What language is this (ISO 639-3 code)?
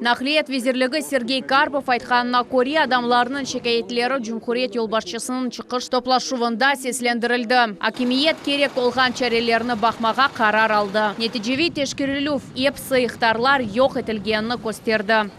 crh